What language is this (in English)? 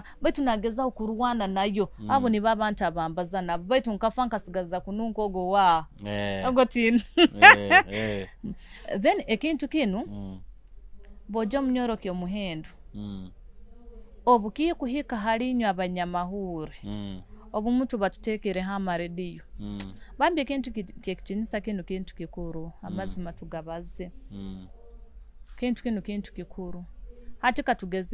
Nyoro